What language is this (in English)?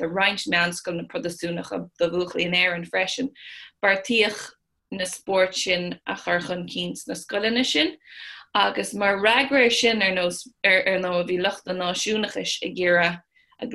Irish